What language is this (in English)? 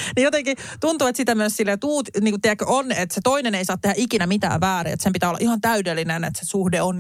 Finnish